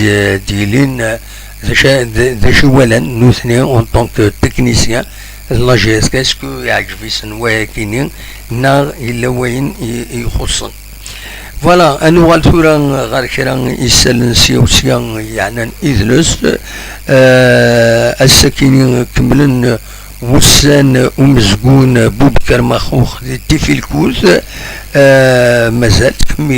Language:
Kabyle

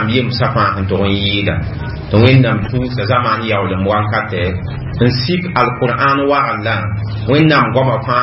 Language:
Mossi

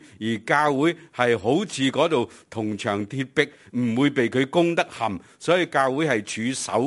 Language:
Cantonese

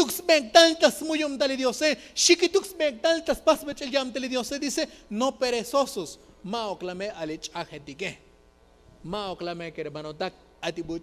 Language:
Tzotzil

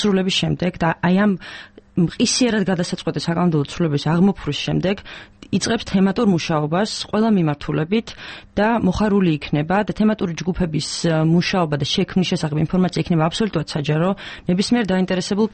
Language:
Georgian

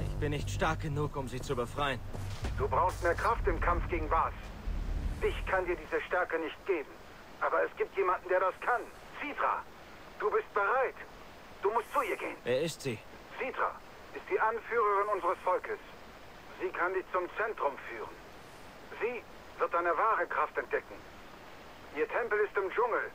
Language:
Swiss German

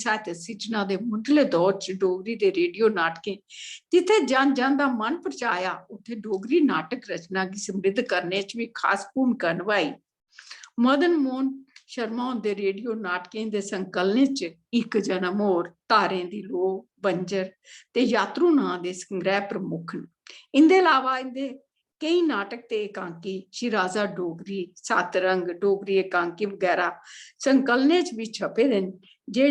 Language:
Dogri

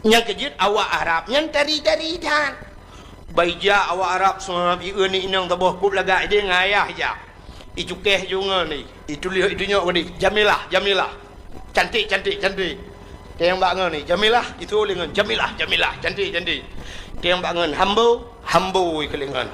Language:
Achinese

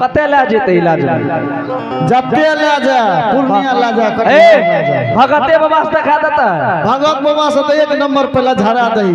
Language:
Angika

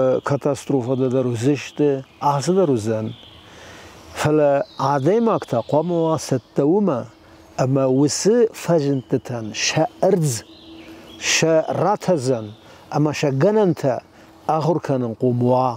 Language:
Ossetic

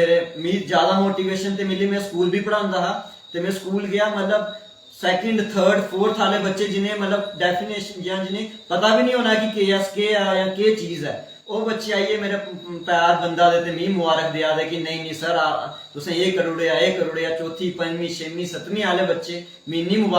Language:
Dogri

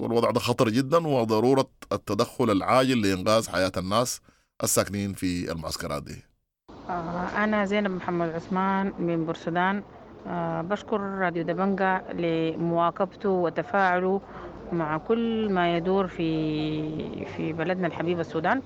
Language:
Sudanese Arabic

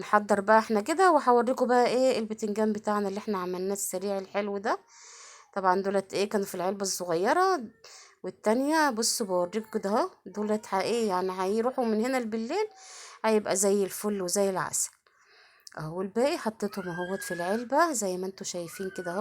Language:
Egyptian Arabic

